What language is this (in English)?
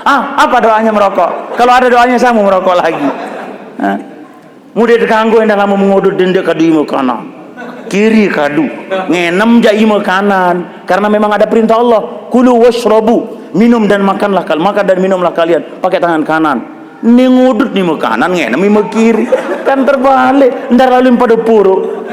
Sasak